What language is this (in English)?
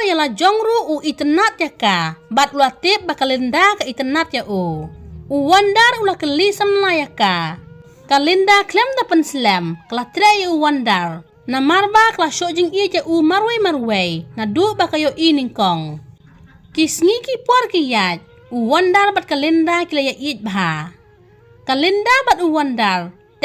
Khasi